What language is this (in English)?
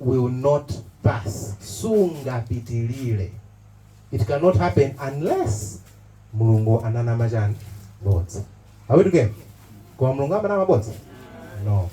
Nyanja